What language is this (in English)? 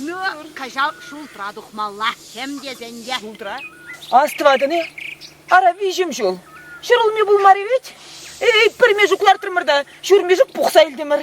Chuvash